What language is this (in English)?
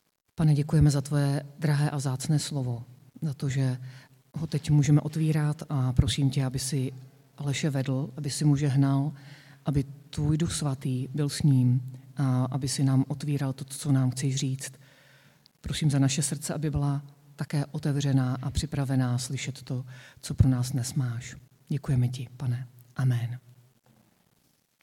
Czech